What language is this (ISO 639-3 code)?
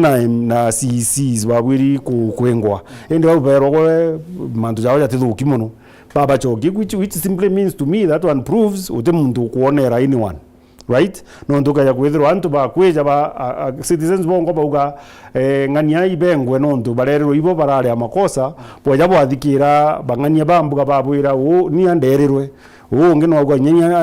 mer